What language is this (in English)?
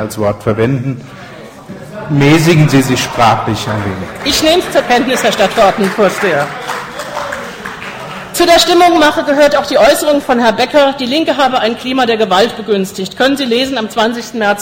German